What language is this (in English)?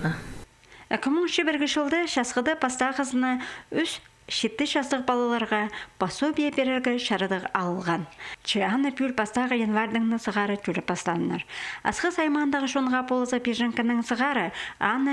Khakas